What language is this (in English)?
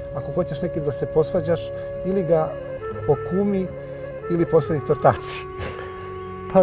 Serbian